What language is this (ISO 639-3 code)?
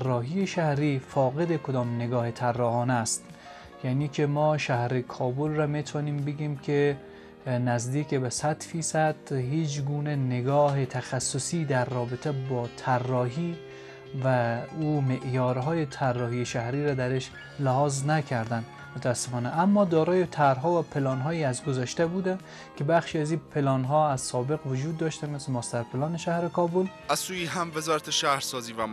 fas